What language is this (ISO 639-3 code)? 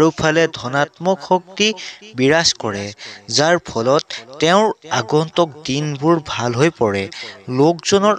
asm